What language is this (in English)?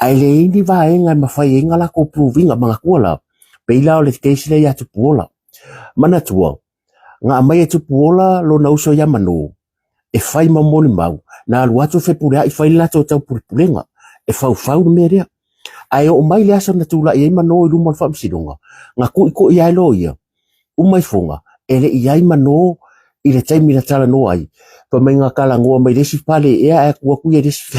Samoan